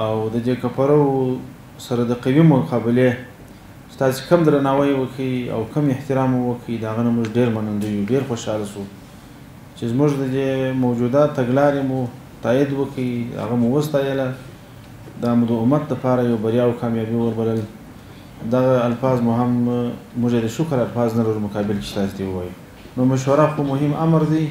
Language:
Pashto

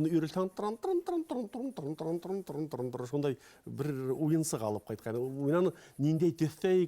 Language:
Bashkir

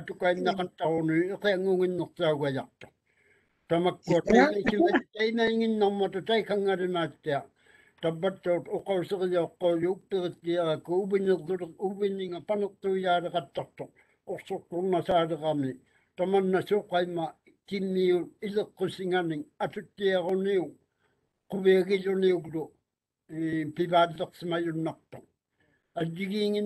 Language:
Māori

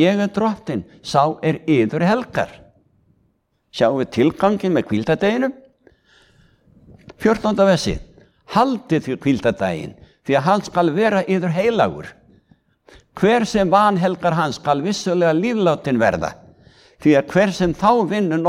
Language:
Icelandic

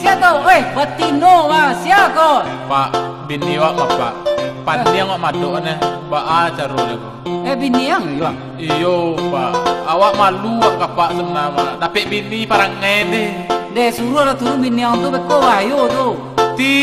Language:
Minangkabau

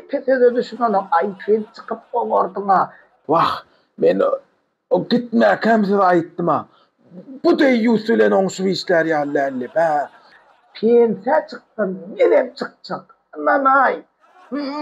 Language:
Turkmen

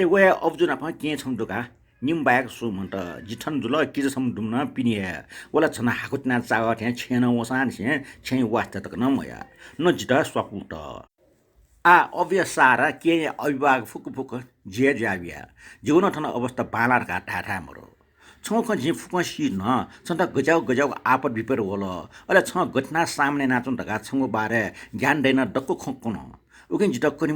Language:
Newari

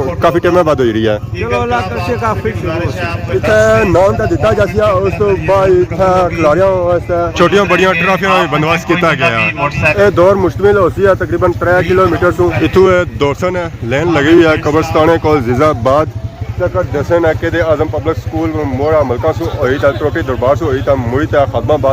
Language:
Pahari-Potwari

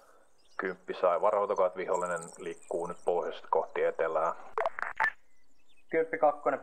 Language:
Finnish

